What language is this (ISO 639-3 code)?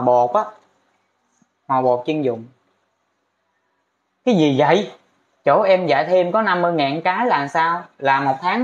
vie